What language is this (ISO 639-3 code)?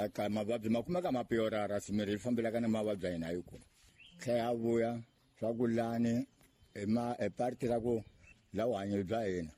tso